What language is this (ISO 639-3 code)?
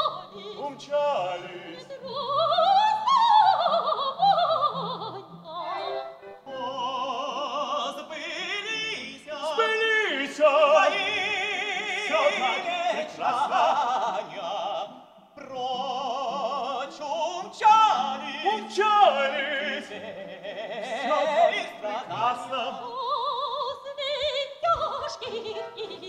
rus